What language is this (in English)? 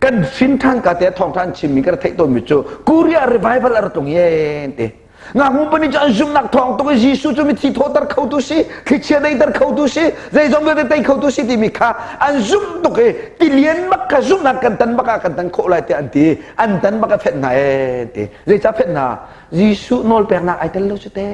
Hakha Chin